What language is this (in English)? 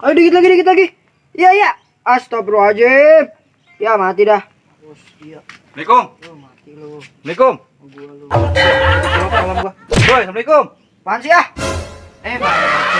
Betawi